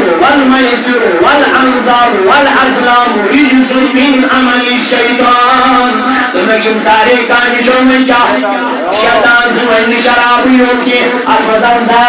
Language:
Kashmiri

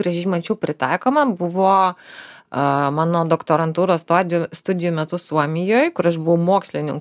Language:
Lithuanian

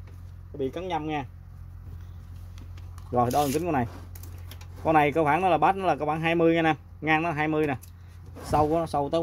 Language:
Vietnamese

